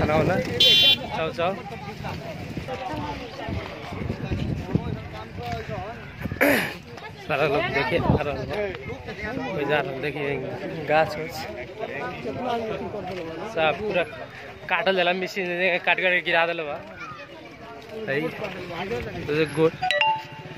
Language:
Bhojpuri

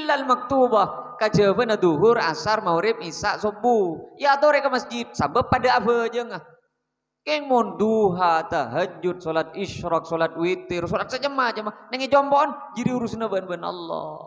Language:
Madurese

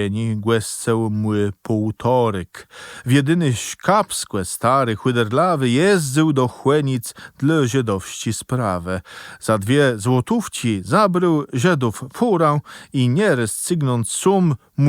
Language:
Kashubian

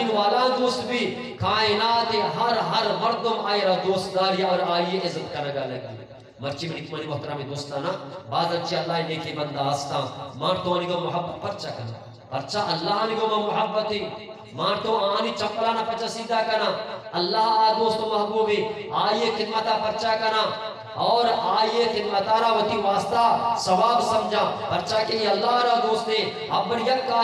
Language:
Eastern Balochi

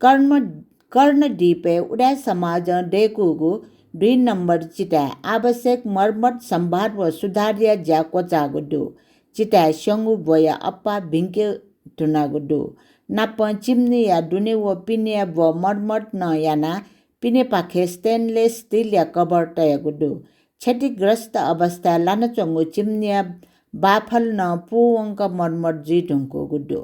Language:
Newari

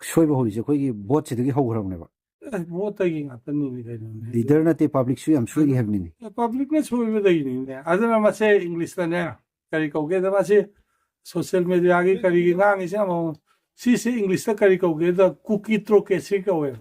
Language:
Manipuri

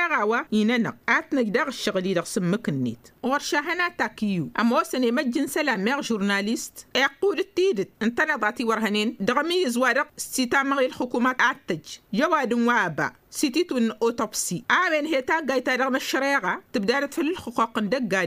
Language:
Tamasheq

